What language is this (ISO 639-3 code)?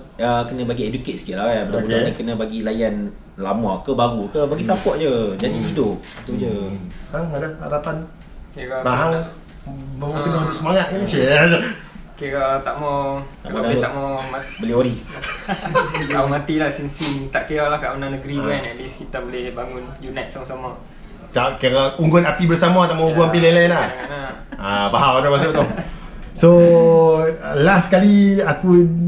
msa